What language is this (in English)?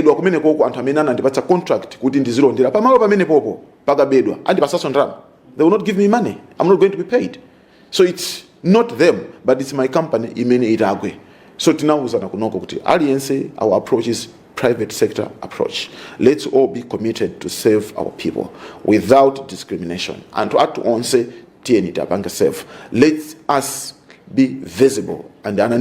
Nyanja